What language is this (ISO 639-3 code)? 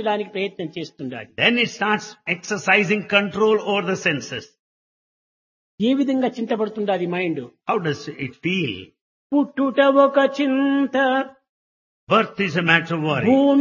tel